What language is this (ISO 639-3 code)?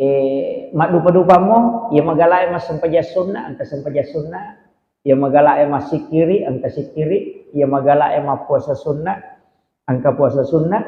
bug